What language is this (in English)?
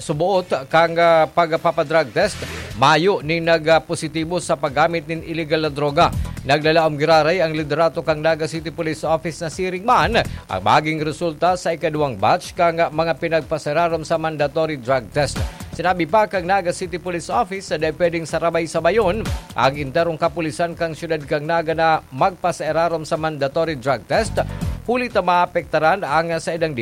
Bikol